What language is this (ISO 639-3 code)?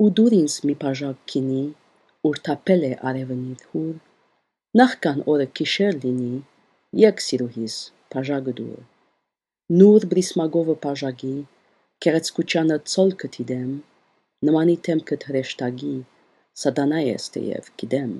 hye